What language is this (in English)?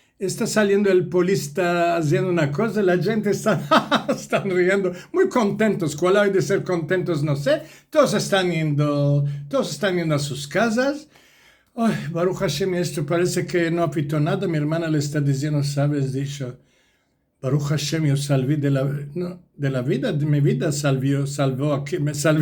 Ladino